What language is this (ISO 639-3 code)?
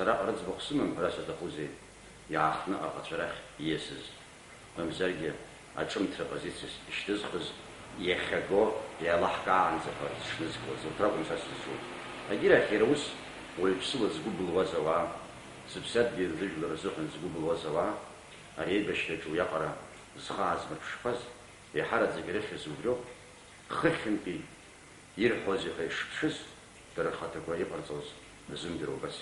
abk